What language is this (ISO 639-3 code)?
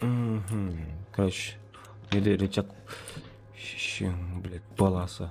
kaa